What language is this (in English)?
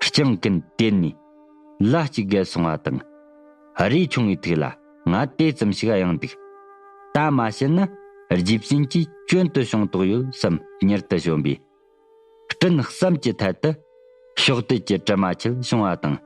Tibetan